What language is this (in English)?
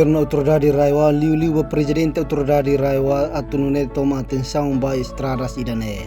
Tetum